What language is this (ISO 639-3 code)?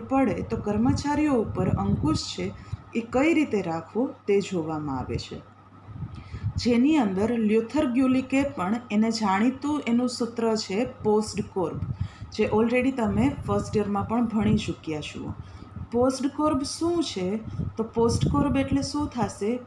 guj